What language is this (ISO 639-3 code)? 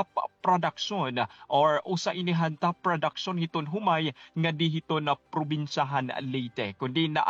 war